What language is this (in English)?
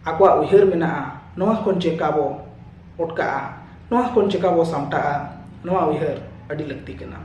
Santali